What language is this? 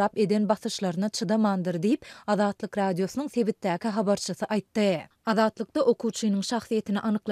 Turkmen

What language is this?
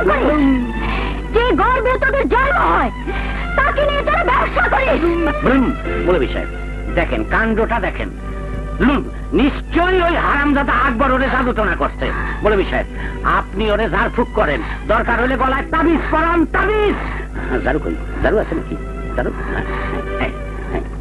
Bangla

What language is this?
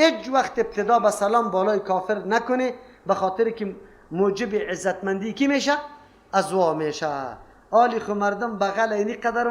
Persian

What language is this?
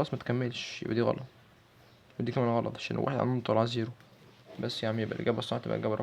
Egyptian Arabic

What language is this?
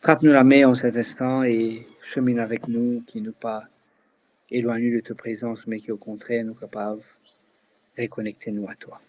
Morisyen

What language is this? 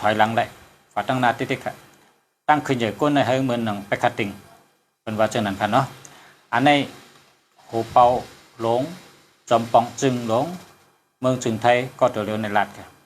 Shan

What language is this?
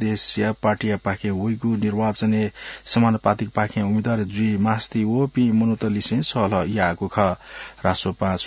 Newari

